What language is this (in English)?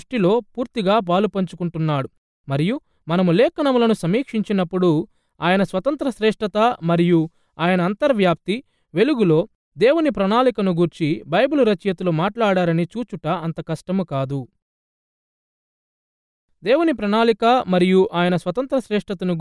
Telugu